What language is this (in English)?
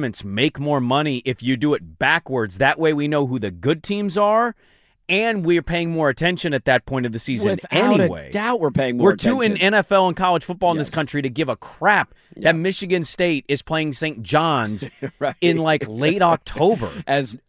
English